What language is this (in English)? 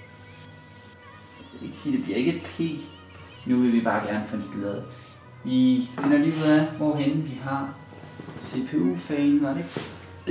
Danish